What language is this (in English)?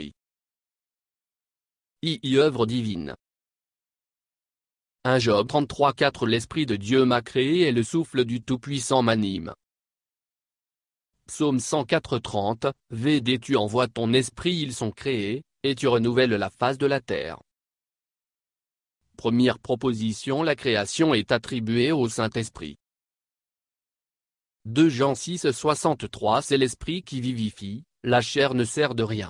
French